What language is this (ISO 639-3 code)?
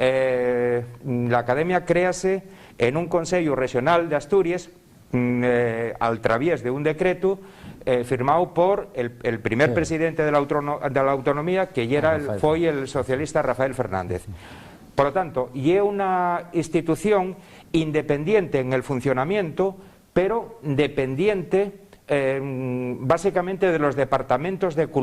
ast